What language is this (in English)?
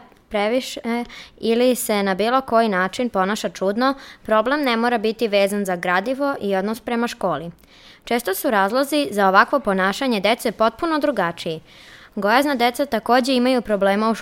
Serbian